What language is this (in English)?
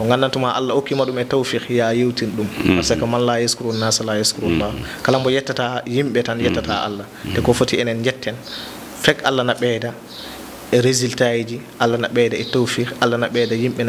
Fula